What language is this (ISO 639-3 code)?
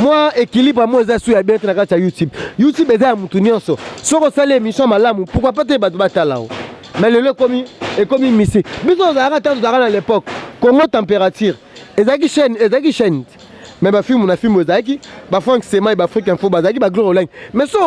lin